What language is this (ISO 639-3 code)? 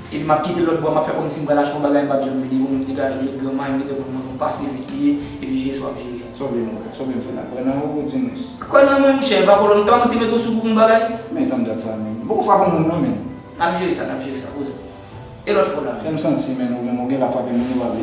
hat